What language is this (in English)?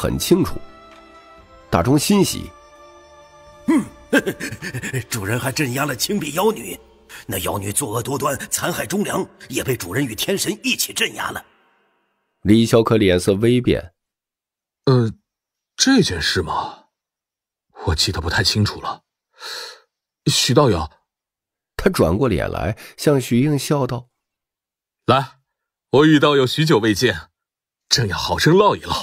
Chinese